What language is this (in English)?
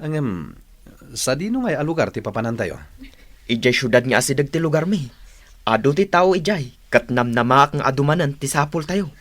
Iloko